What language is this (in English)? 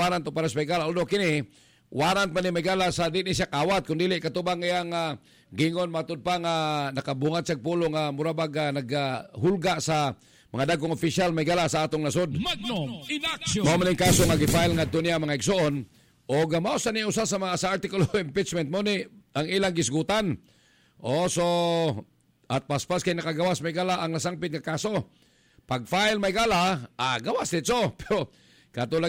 Cebuano